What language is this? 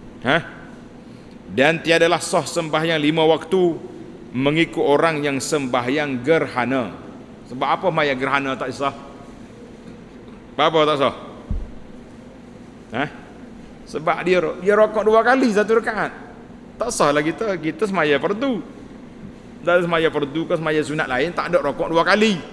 Malay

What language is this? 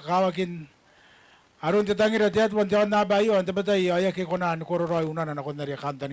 Gilbertese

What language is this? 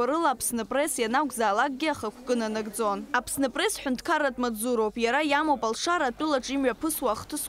Abkhazian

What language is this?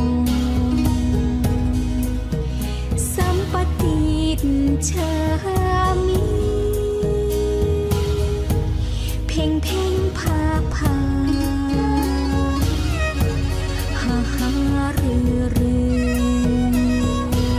Thai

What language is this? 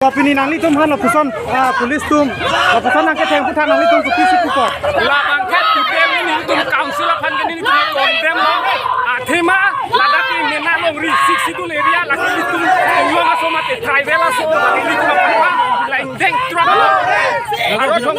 Karbi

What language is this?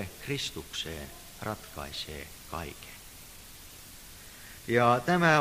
Finnish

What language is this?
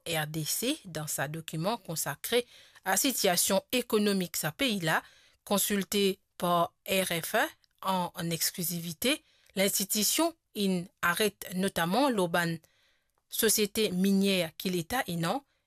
Morisyen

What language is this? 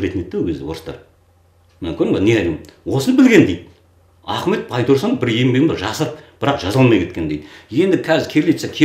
Kazakh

